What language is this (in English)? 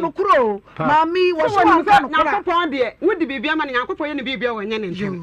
Akan